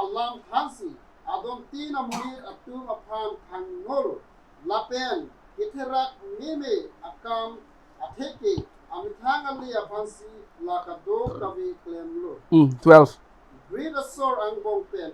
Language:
Karbi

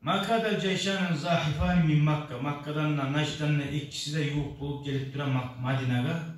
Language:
Kumyk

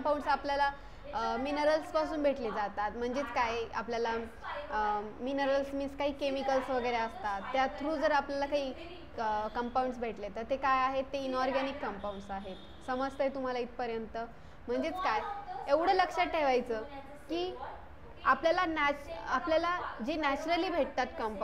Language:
Marathi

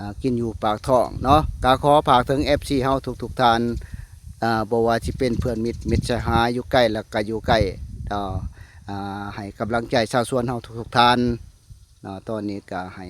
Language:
Lao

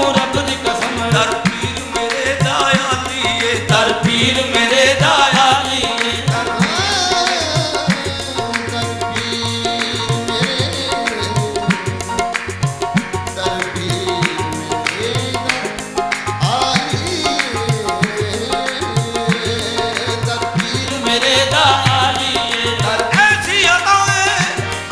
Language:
Punjabi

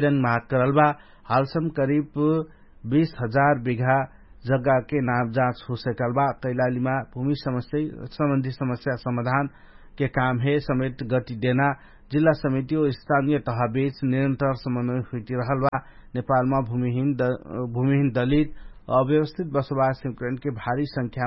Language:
Dangaura Tharu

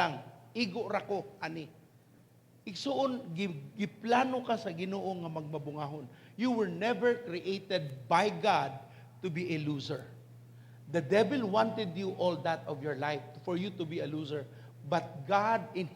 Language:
Cebuano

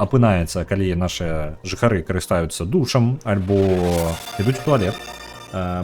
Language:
Belarusian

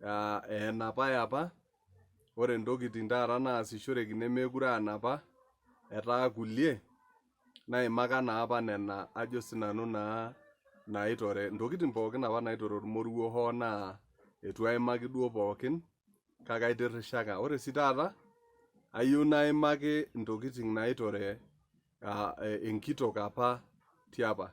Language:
Masai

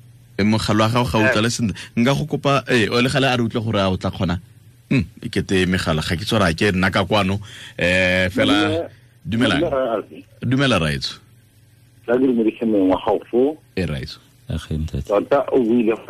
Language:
Tswana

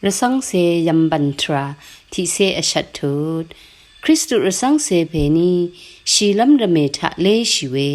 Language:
Rawang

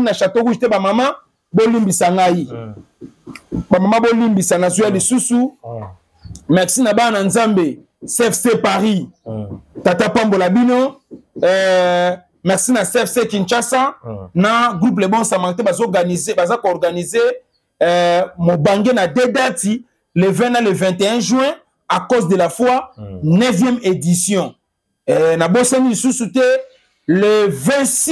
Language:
Lingala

